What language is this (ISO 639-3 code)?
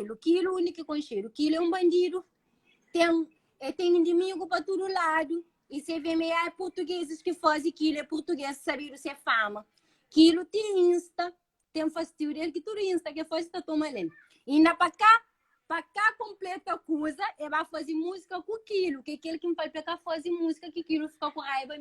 kea